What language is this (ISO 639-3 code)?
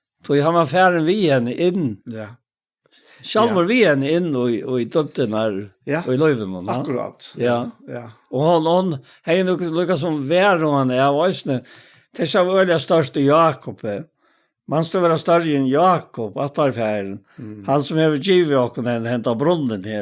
fao